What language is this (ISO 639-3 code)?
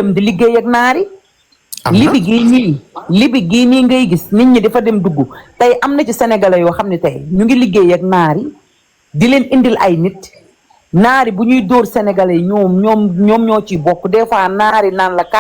wol